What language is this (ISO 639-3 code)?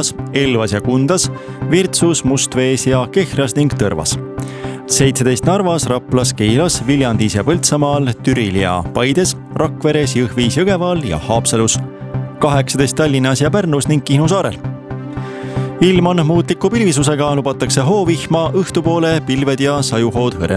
est